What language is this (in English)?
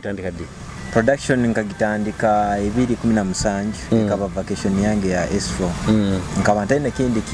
Nyoro